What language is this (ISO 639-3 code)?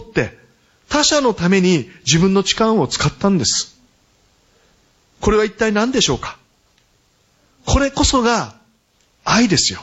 jpn